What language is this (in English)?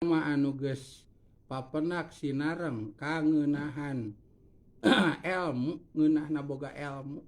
Sundanese